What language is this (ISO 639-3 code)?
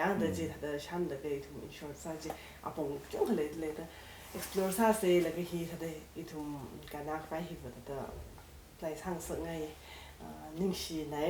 nmf